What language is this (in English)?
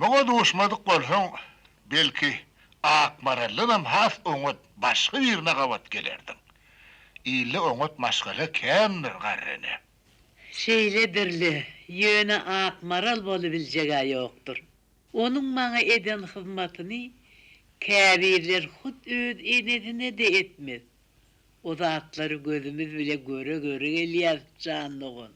Turkmen